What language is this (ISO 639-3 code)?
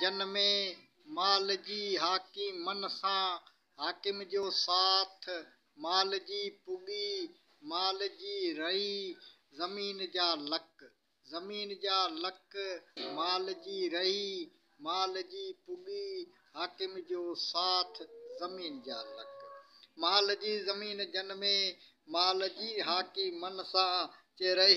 snd